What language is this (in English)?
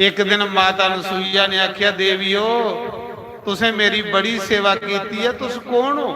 Dogri